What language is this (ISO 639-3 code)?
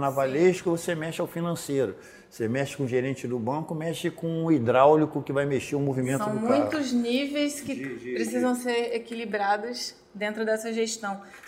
por